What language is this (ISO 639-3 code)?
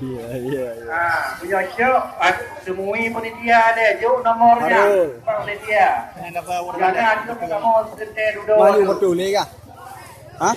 ace